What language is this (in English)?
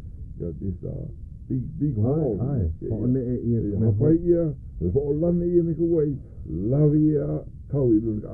Hawaiian